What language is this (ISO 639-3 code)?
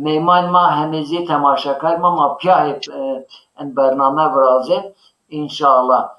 zza